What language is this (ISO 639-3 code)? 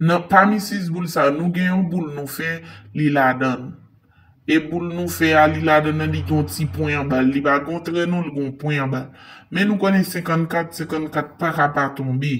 hat